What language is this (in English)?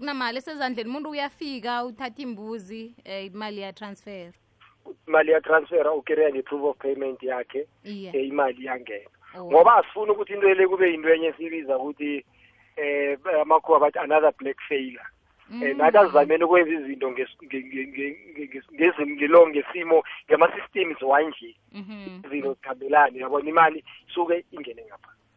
South Ndebele